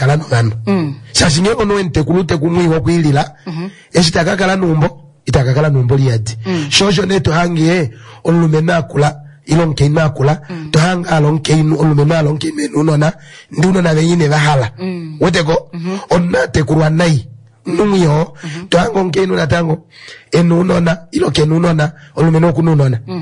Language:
Kuanyama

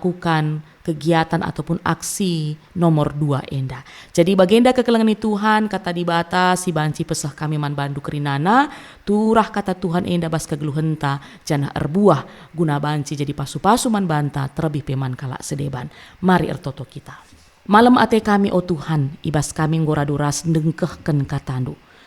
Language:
Batak Karo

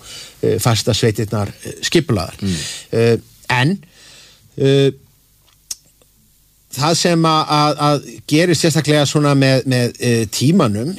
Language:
Icelandic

